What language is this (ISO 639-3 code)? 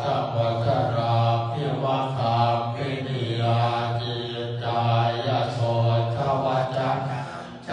pli